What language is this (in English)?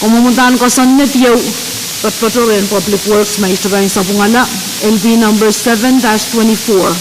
Pohnpeian